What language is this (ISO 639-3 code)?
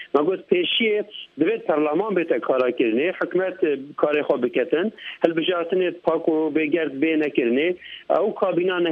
kur